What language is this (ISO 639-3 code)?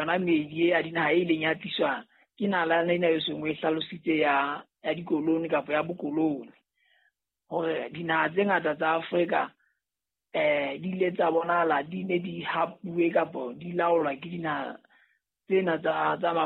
sot